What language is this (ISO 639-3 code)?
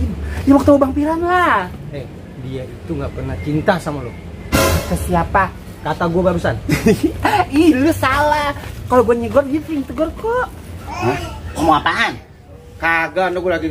bew